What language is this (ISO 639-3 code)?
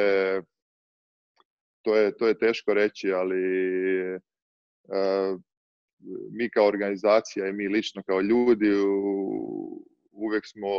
srp